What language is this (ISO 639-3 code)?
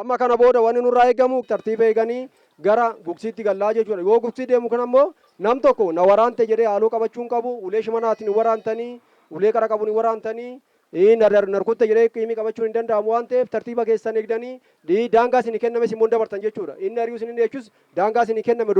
orm